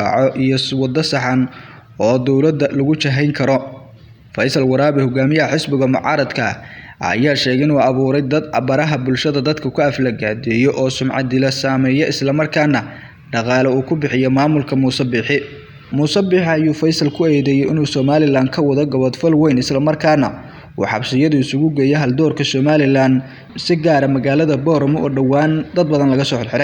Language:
Somali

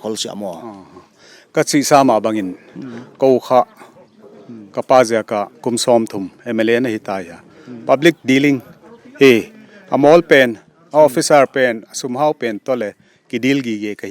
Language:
Paite Chin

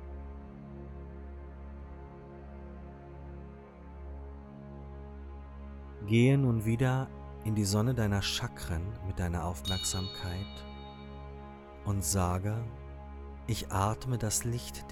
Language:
German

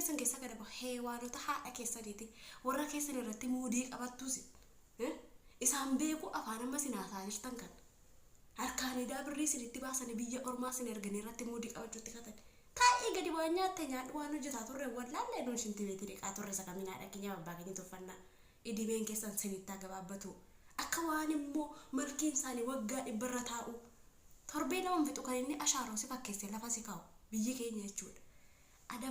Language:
Oromo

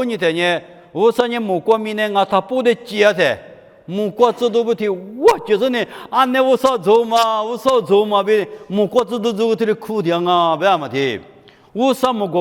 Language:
Lisu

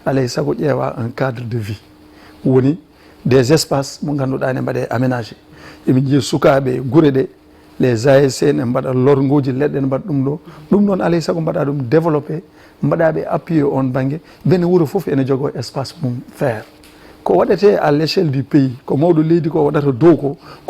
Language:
Fula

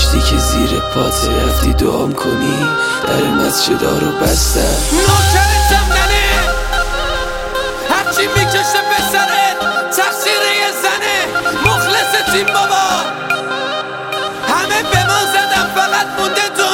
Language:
Persian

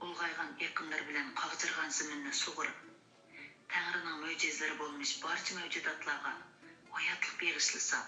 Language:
Uyghur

